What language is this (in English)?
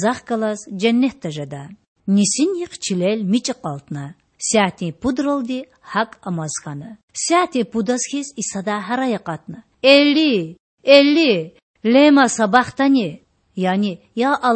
Lezghian